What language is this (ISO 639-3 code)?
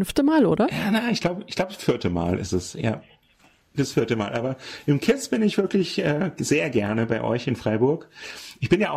deu